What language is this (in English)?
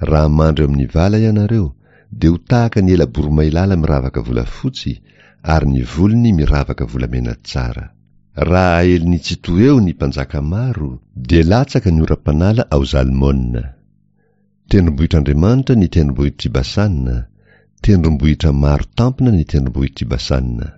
Malagasy